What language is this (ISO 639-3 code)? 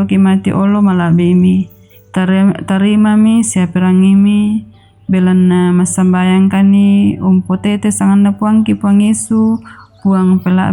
sda